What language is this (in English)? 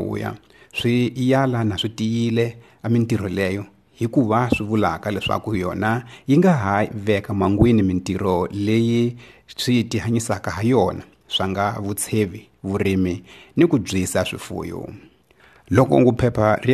Tsonga